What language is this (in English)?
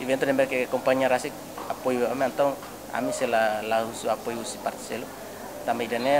Tetum